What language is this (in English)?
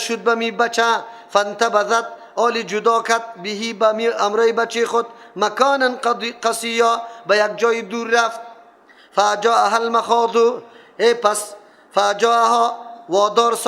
Persian